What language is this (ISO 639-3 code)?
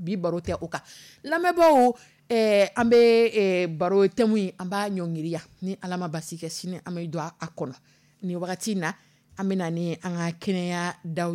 dyu